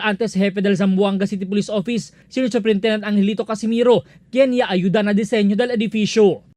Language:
Chavacano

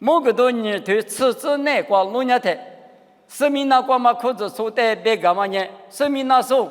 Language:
Lisu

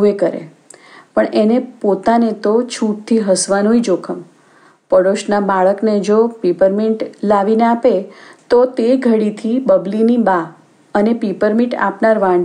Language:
Gujarati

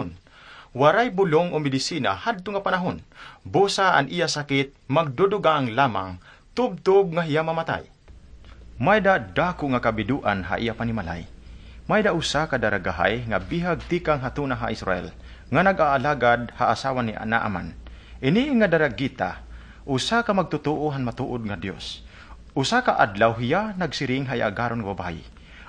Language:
Waray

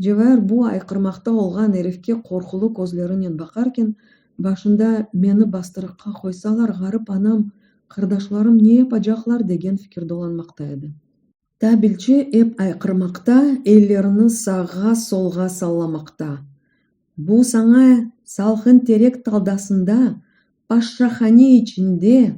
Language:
Crimean Tatar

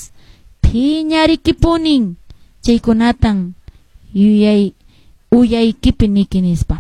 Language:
Quechua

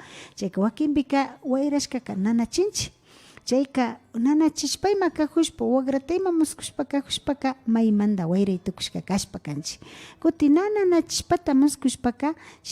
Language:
Imbabura Highland Quichua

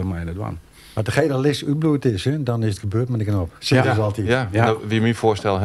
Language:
Western Frisian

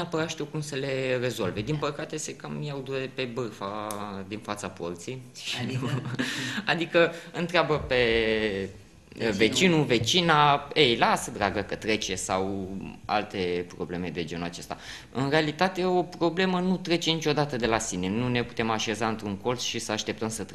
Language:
Romanian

